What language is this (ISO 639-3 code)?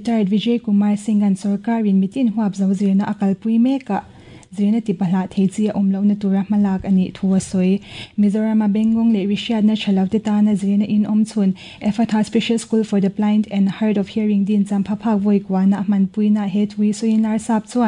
lus